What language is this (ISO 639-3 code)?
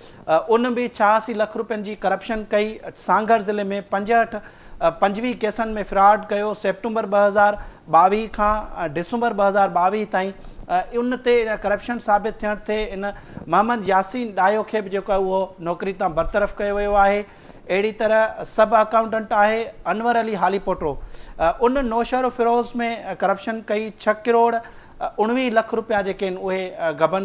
snd